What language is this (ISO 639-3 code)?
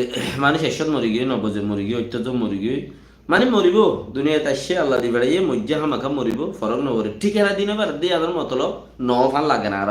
rhg